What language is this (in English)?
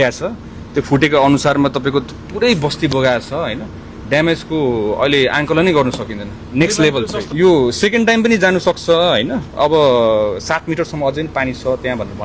Nepali